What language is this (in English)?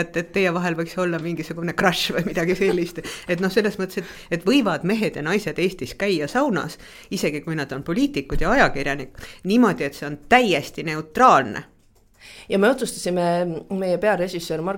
Estonian